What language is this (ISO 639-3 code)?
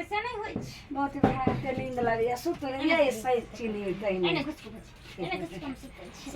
mai